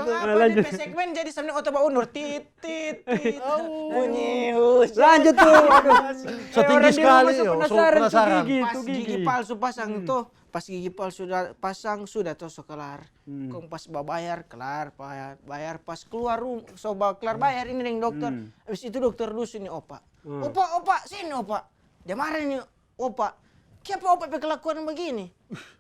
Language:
Manado Malay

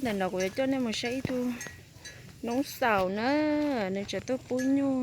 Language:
Hmong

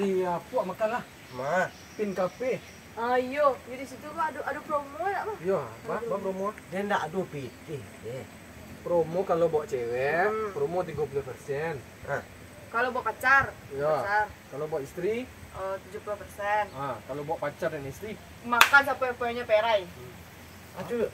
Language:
Minangkabau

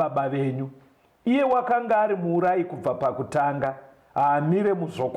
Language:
Shona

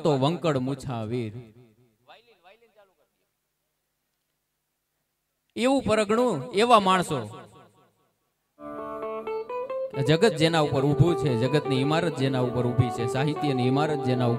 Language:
Gujarati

